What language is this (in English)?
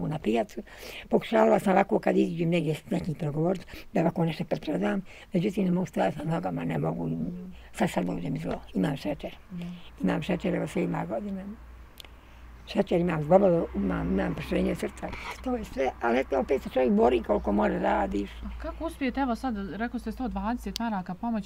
Bosnian